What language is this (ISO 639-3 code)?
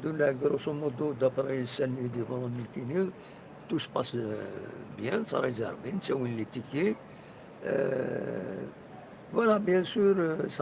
kab